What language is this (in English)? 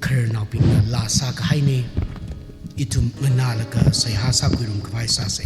Tangkhul Naga (India)